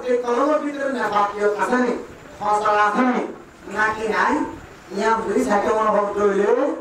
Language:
Rohingya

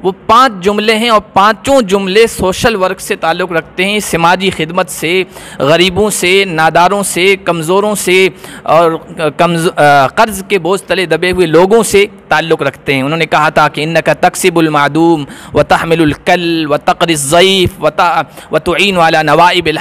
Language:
Urdu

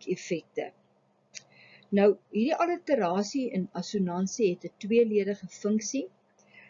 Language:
Afrikaans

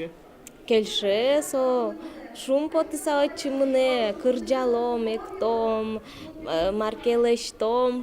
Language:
Udmurt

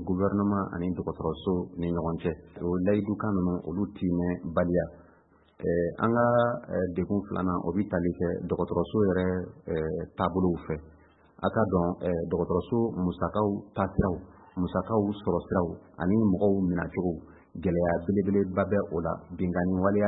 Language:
Bambara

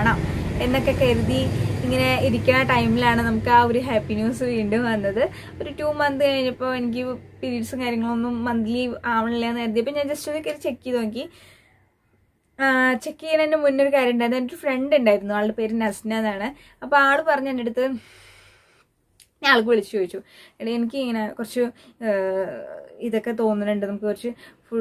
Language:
Malayalam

